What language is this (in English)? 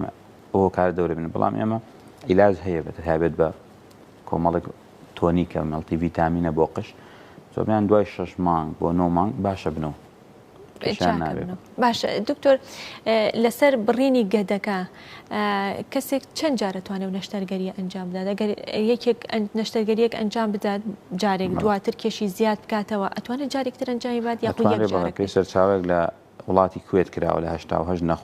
Central Kurdish